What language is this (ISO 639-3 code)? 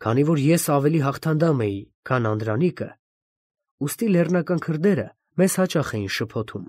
hye